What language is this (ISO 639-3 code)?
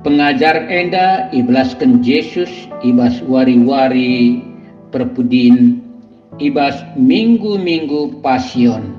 btx